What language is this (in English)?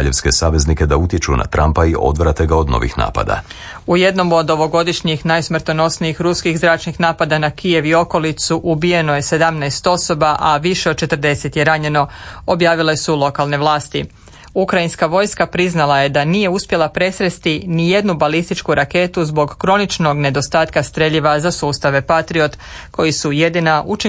Croatian